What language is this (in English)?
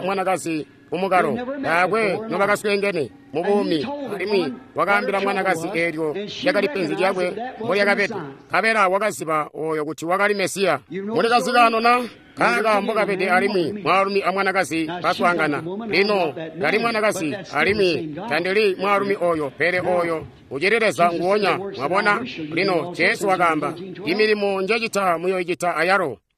Tonga (Zambia)